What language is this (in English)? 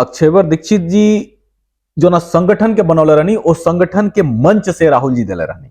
Bhojpuri